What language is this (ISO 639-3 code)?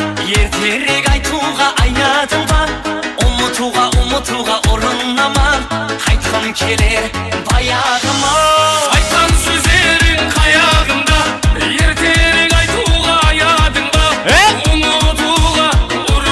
kaa